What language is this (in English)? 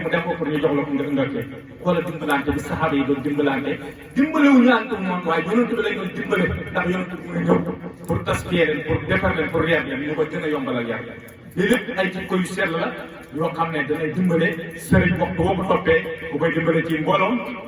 Wolof